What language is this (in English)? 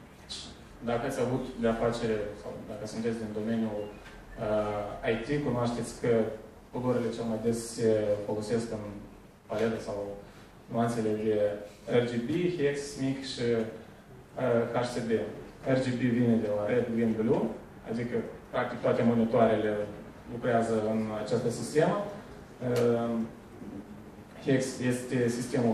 Romanian